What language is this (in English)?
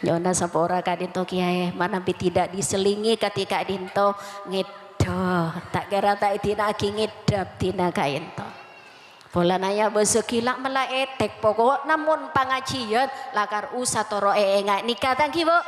Madurese